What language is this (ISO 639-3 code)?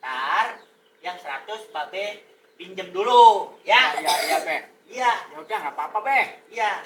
bew